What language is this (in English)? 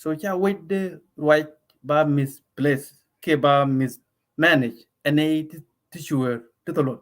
Nuer